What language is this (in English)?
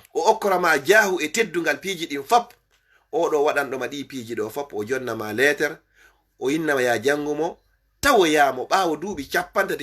Fula